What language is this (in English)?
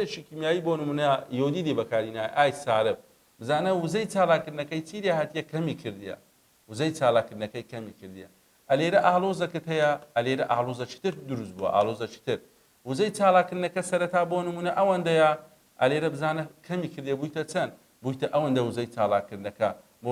Central Kurdish